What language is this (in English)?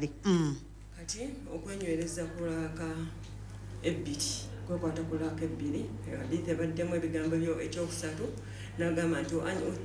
Ganda